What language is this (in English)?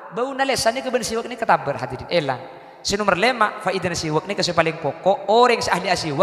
Madurese